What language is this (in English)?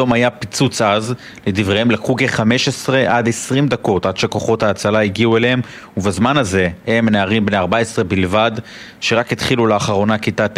Hebrew